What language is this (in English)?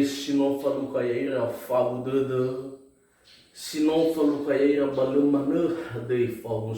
Nias